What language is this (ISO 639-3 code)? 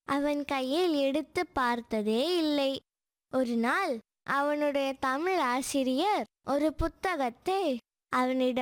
tam